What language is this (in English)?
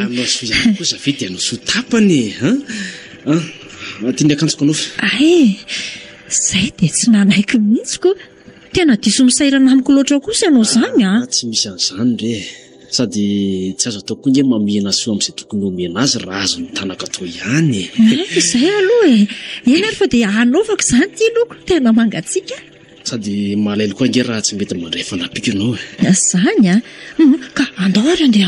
Malagasy